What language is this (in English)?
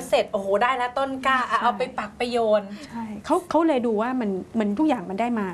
Thai